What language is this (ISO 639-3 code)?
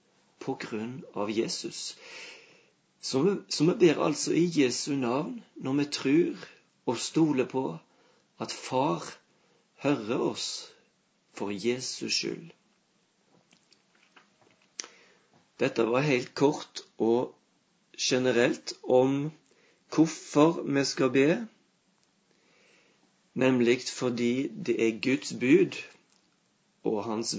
nor